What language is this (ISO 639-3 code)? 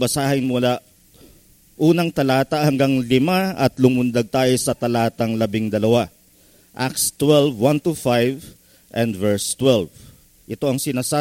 fil